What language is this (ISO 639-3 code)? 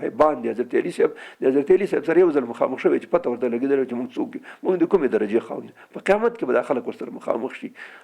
pus